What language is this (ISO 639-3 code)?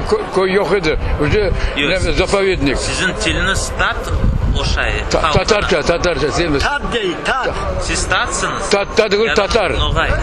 crh